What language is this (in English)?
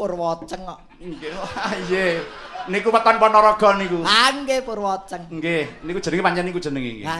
Javanese